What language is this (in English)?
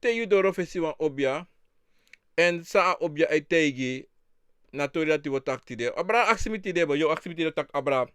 Sranan Tongo